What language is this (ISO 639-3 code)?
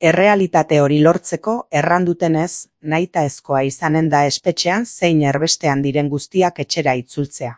eus